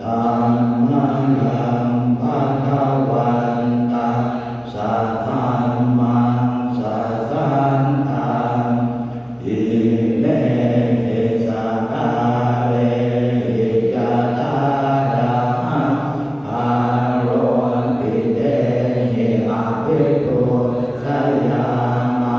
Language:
Pali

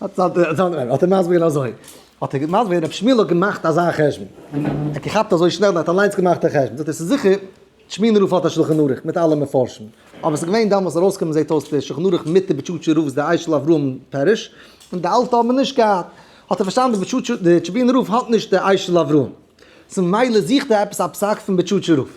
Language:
Yiddish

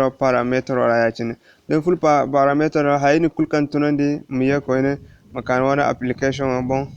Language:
Zarma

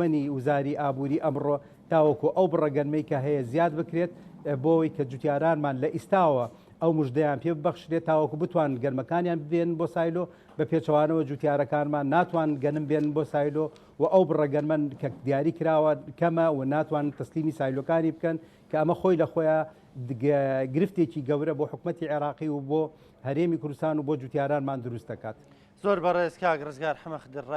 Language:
Central Kurdish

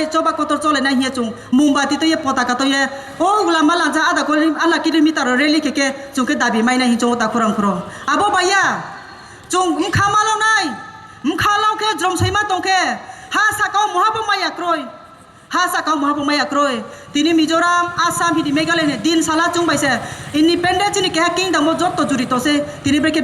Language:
Kok Borok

